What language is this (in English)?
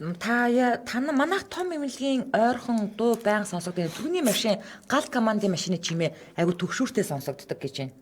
Mongolian